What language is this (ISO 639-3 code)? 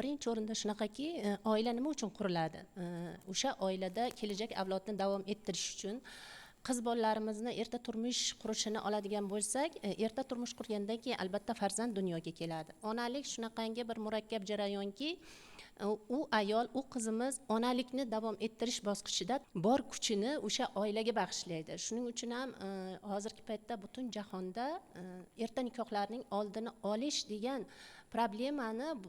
uzb